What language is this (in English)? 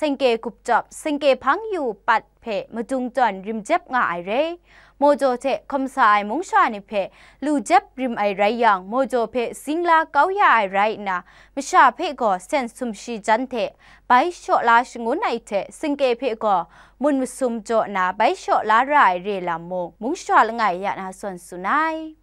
Kachin